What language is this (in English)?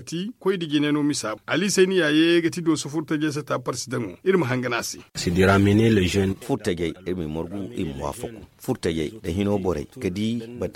Zarma